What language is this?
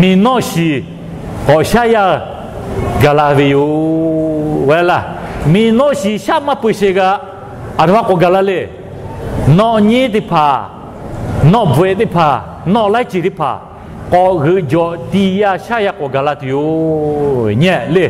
Lahu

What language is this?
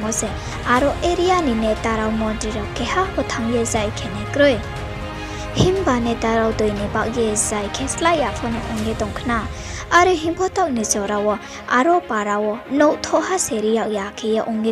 Riang (India)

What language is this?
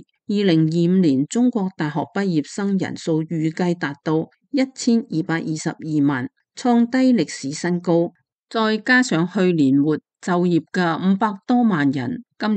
Cantonese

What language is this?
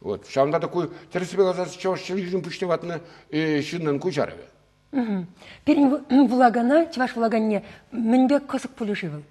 Chuvash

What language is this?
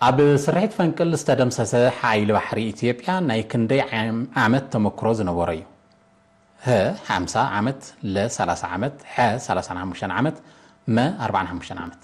Tigrinya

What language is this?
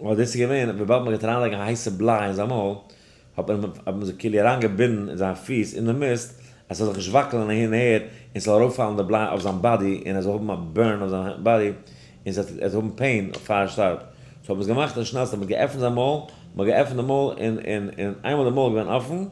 Yiddish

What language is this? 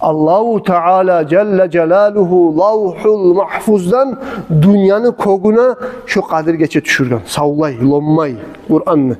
Kumyk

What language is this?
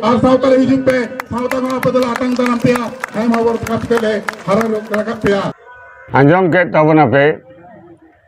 Santali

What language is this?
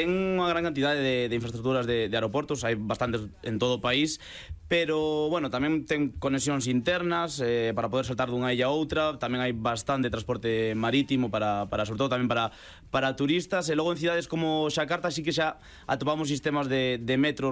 Galician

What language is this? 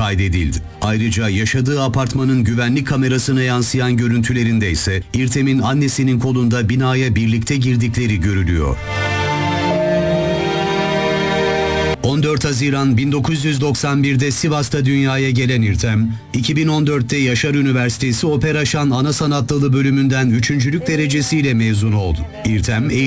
Turkish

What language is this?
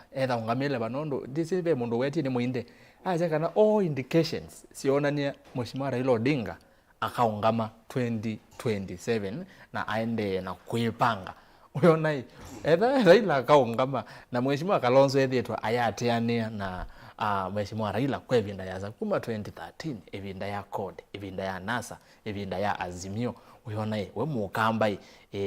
Kamba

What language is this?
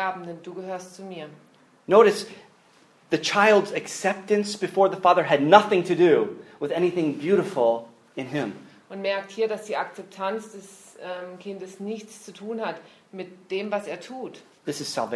German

